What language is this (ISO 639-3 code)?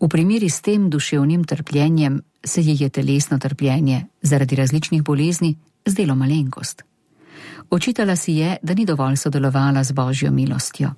slv